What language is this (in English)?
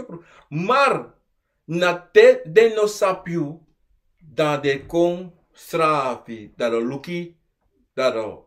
Sranan Tongo